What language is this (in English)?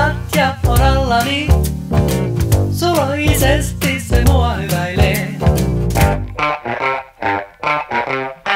Finnish